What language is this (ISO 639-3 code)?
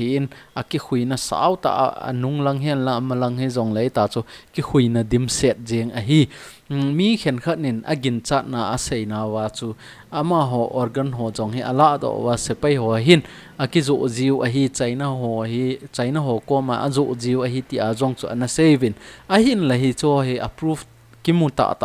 tcz